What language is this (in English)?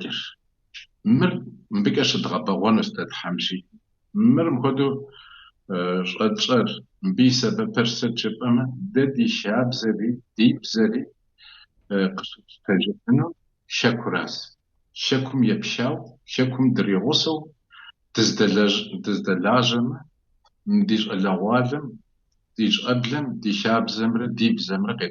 Kabardian